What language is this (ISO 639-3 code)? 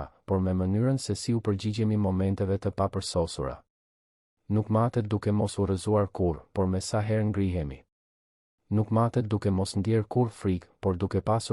sqi